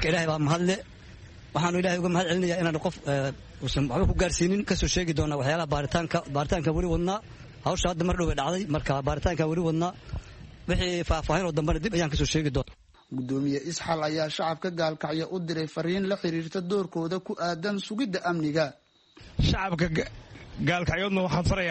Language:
Somali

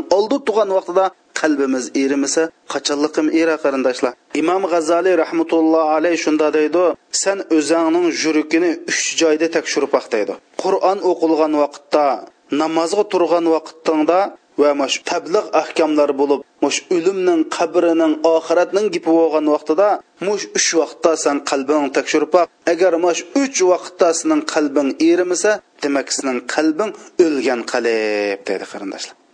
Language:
Uyghur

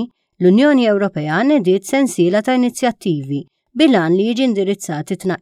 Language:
Maltese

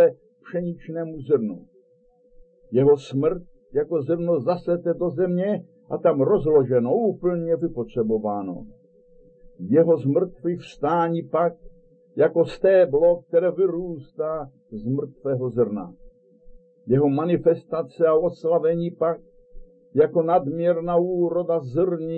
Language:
Czech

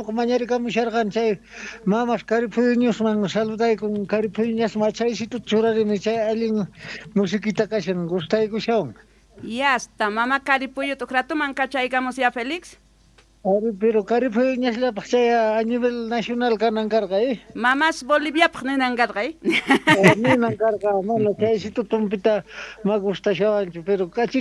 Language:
South Bolivian Quechua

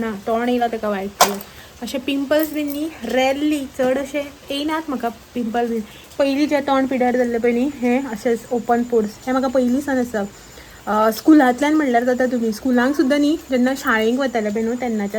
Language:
Konkani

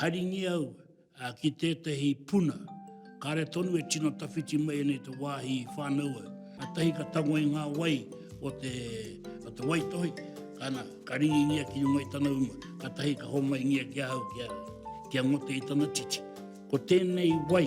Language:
Māori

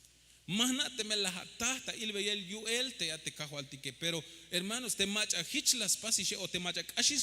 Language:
Tzeltal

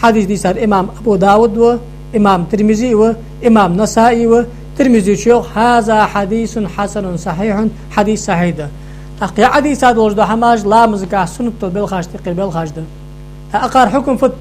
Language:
Ingush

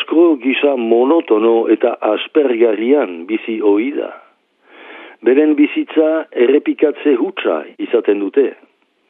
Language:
Basque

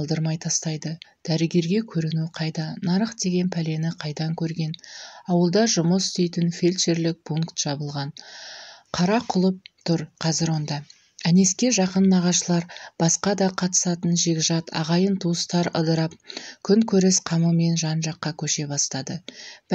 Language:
Kazakh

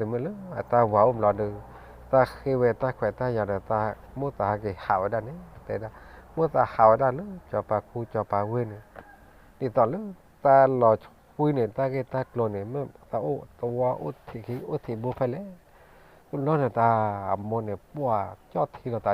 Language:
S'gaw Karen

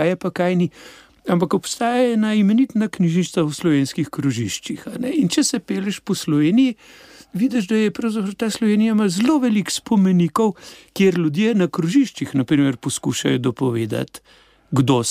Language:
Slovenian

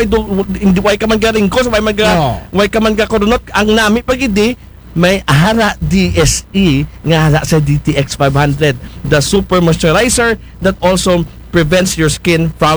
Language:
Aklanon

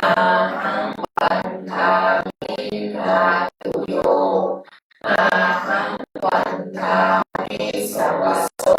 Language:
Pali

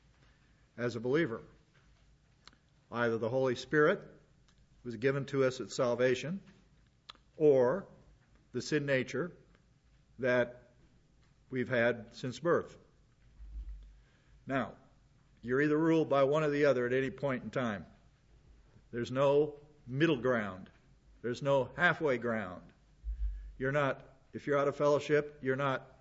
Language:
English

